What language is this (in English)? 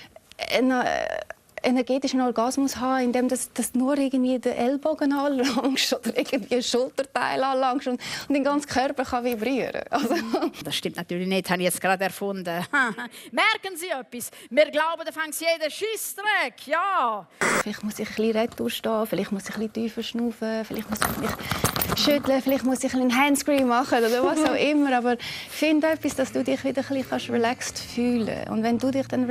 Swiss German